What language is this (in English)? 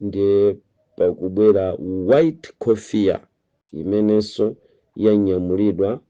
Nyanja